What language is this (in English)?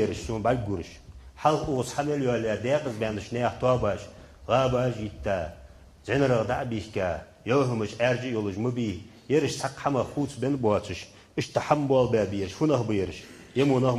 Ingush